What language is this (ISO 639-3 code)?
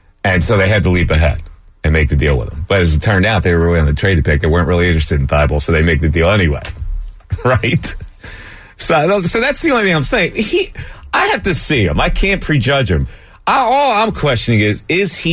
eng